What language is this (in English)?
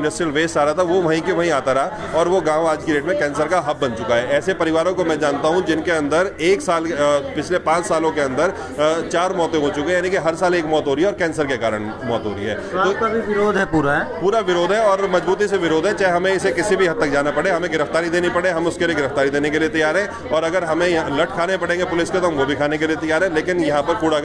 Hindi